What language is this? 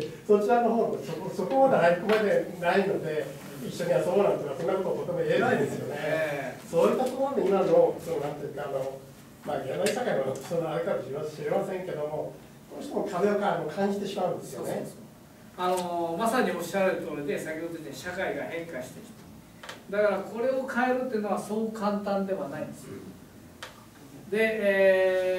Japanese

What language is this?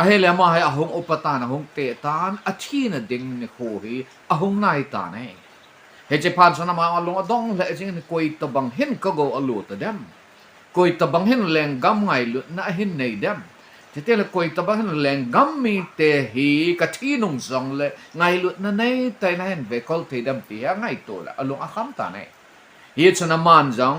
Thado Chin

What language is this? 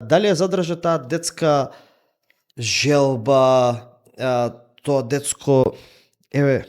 Macedonian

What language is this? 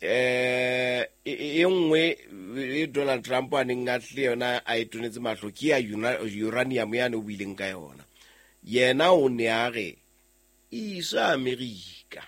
Southern Sotho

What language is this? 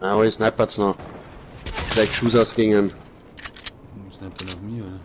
Bavarian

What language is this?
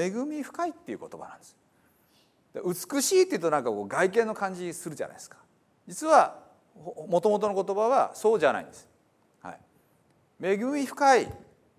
Japanese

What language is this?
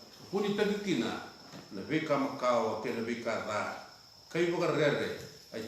Fijian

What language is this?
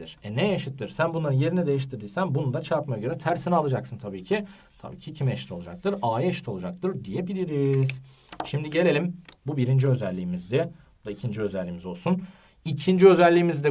Turkish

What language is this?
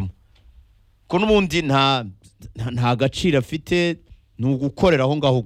Kinyarwanda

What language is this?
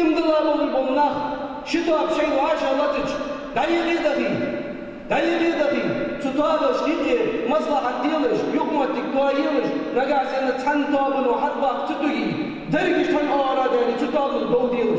Ingush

